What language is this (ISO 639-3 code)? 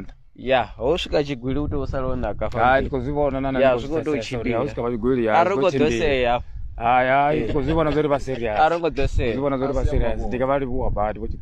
ven